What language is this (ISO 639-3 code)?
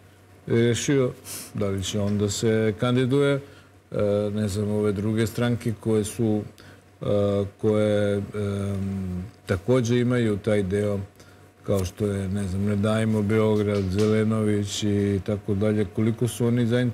srp